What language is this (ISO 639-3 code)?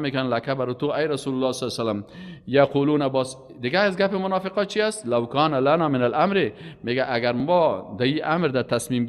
fas